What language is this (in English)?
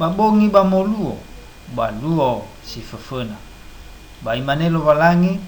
Nias